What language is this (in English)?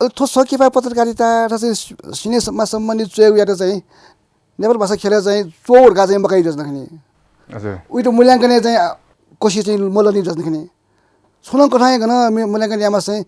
Newari